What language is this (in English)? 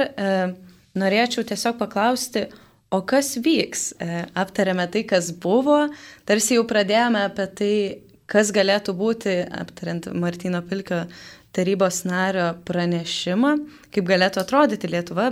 Lithuanian